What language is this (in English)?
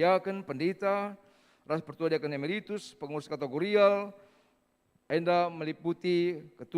Batak Karo